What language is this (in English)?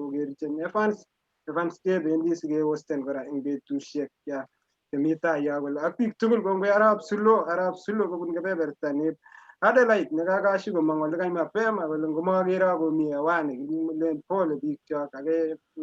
Kalenjin